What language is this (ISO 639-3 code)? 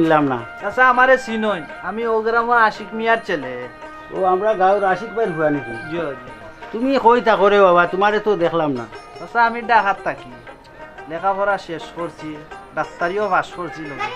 syl